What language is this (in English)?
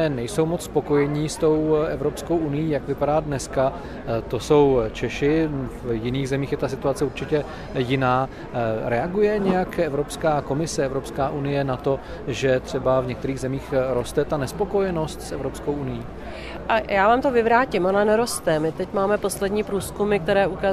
Czech